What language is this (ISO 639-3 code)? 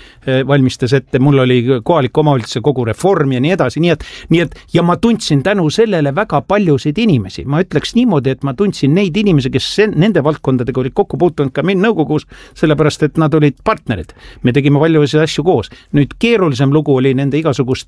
est